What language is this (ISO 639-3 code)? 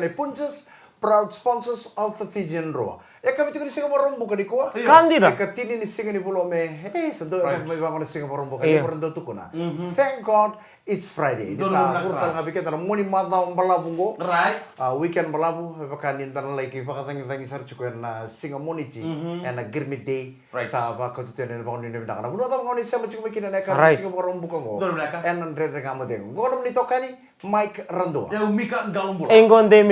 fij